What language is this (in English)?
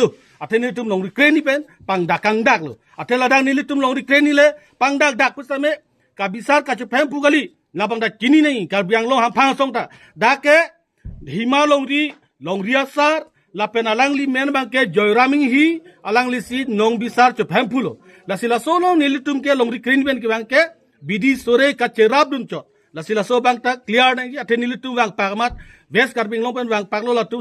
Karbi